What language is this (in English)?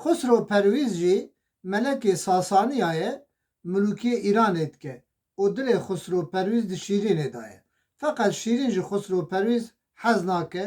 Kurdish